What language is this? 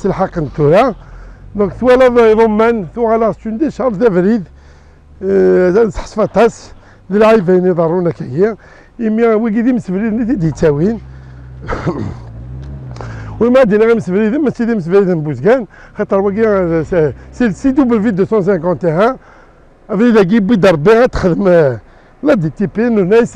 Kabyle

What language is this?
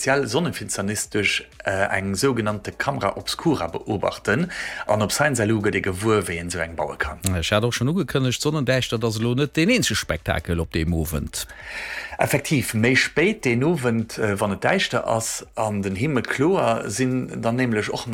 Luxembourgish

